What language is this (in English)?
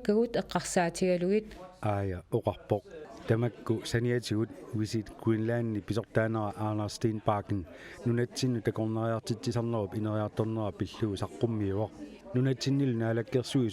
Kalaallisut